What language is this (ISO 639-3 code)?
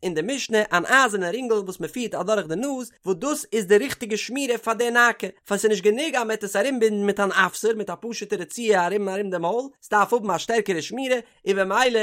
yid